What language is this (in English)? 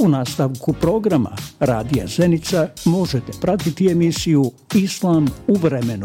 Bosnian